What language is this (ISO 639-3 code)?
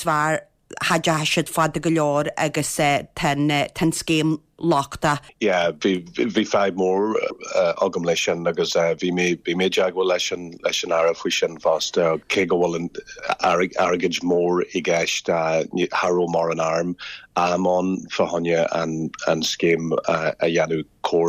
gle